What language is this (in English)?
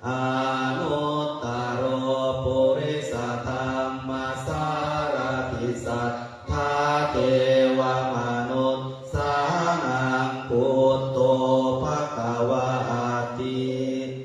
Pali